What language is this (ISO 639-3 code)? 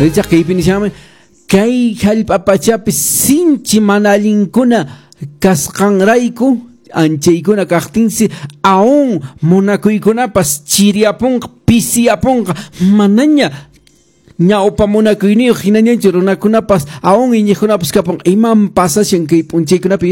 que